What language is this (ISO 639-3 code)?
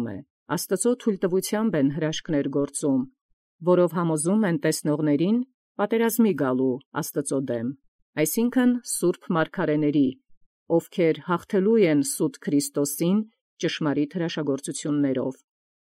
hye